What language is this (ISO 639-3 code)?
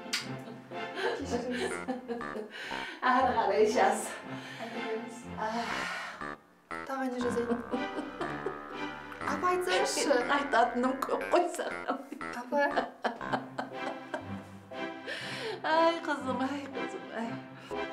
kaz